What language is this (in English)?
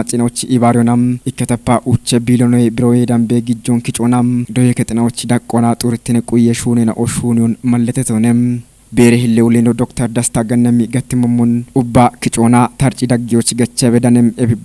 Kafa